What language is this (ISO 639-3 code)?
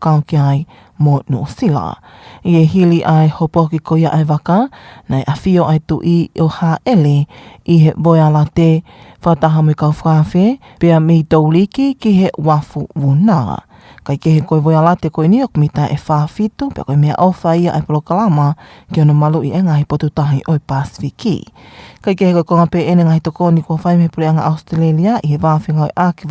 ton